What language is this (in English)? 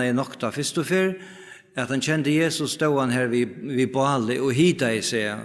Faroese